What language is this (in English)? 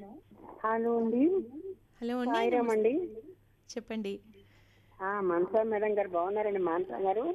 Telugu